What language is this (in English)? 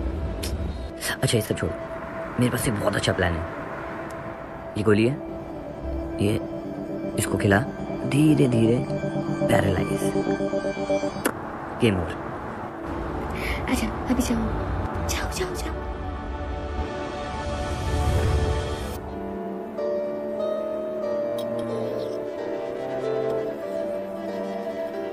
Hindi